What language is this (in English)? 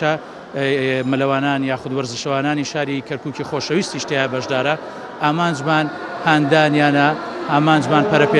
Central Kurdish